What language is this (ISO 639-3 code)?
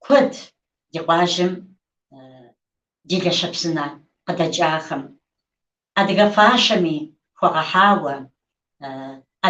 kbd